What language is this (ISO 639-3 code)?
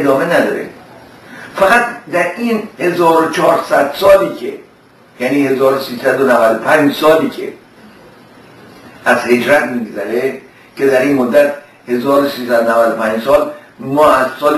fas